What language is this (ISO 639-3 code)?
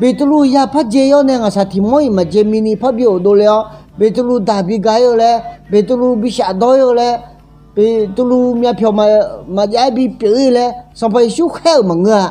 ahk